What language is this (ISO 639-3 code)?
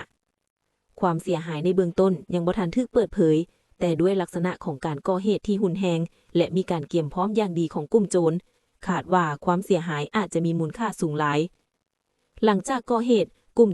lao